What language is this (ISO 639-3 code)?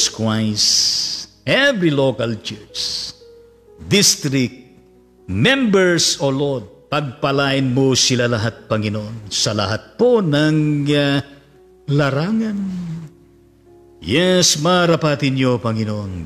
fil